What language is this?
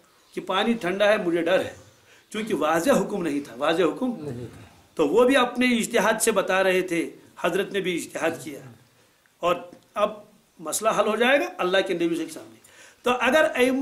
Urdu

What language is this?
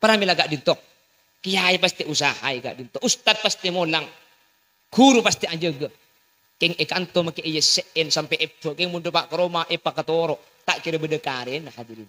Madurese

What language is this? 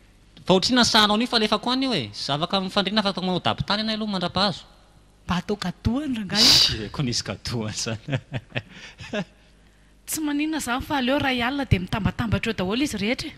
Malagasy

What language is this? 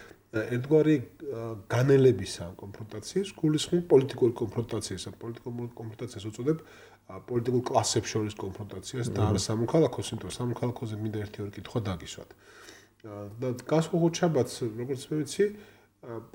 Georgian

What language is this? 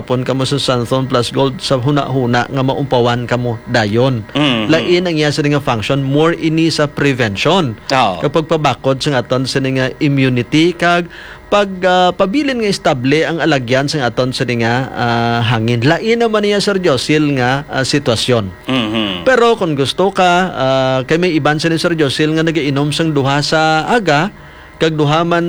Hiligaynon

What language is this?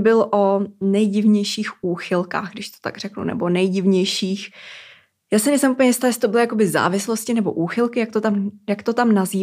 Czech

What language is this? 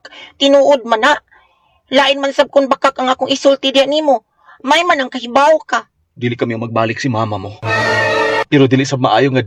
Cebuano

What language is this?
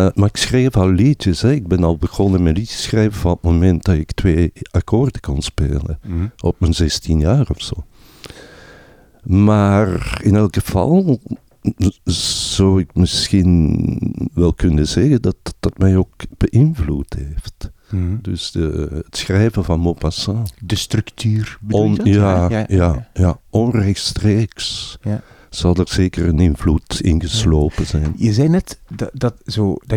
Dutch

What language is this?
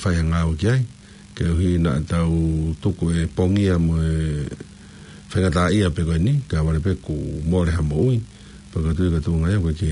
Tongan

